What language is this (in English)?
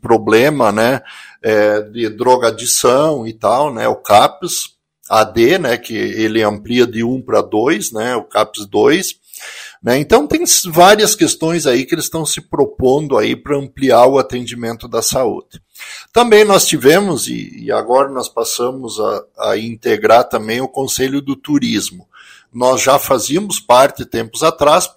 Portuguese